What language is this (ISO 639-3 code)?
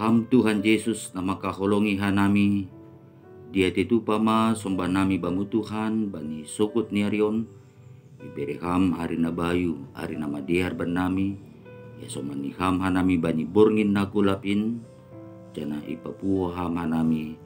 bts